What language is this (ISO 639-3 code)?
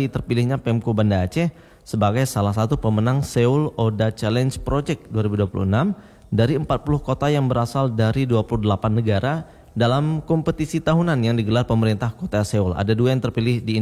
ind